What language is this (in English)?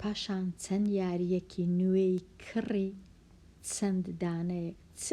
Central Kurdish